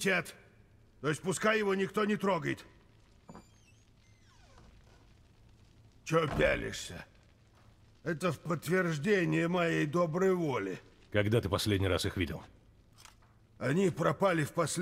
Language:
Russian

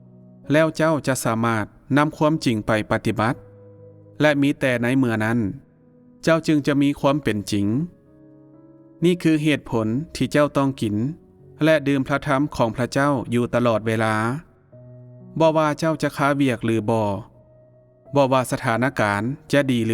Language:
Lao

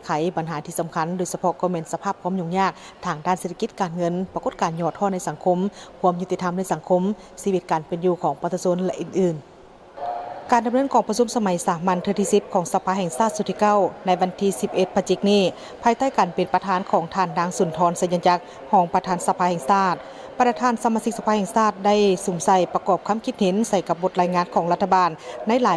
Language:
Lao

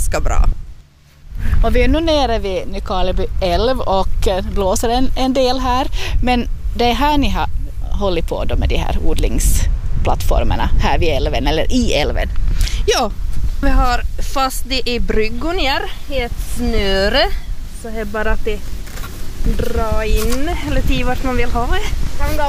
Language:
Swedish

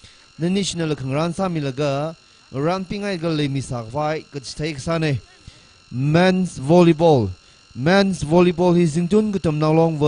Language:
Tangkhul Naga (India)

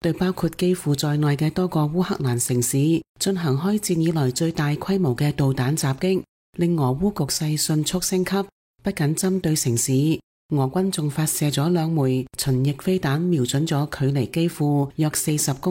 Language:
Cantonese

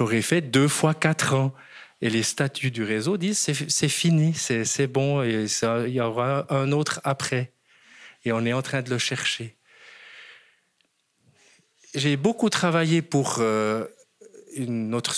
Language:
French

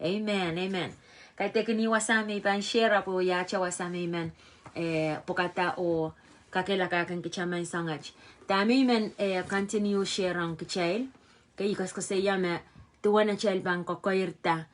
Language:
Pohnpeian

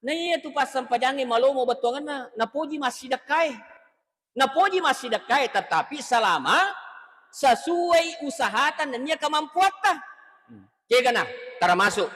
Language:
Buginese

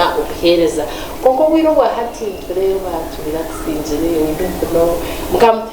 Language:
Nyankole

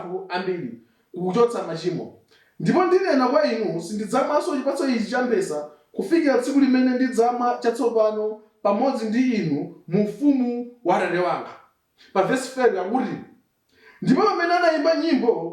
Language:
Nyanja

